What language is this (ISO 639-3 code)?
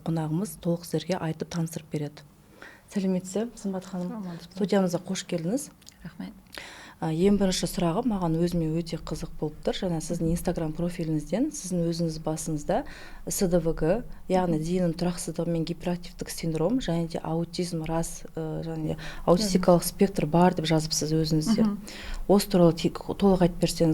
kaz